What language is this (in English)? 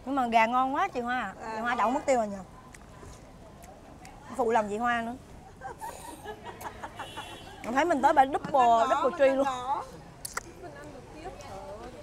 Vietnamese